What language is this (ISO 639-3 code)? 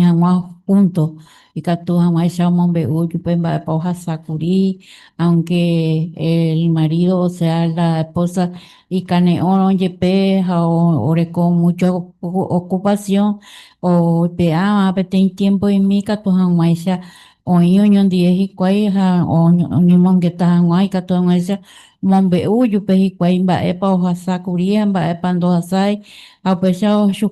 grn